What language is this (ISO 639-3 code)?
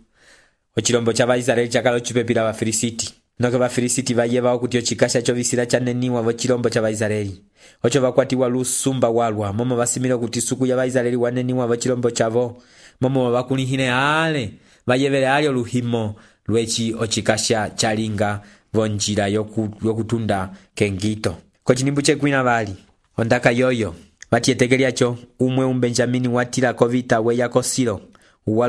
umb